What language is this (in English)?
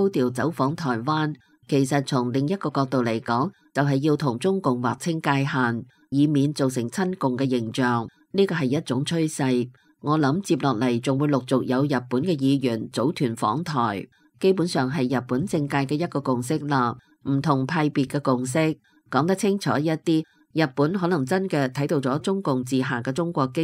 Cantonese